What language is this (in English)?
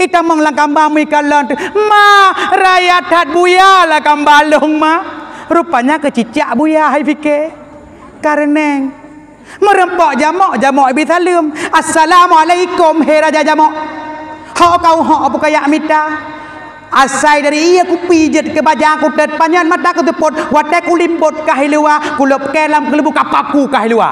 Achinese